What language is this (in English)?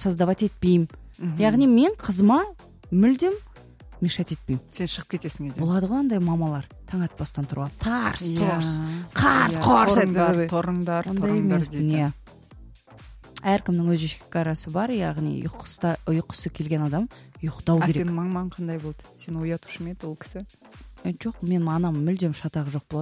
Kazakh